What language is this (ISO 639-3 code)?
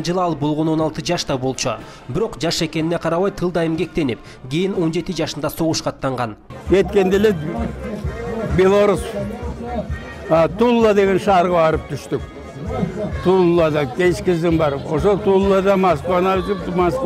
kir